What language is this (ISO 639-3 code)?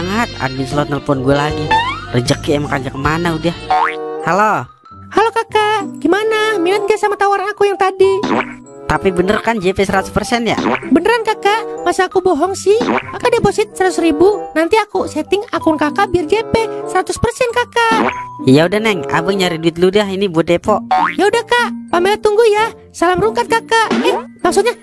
bew